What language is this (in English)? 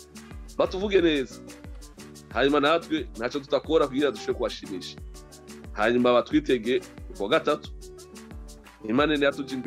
Rundi